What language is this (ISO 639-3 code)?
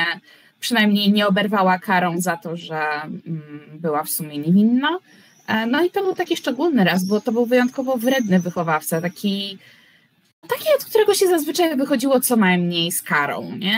pol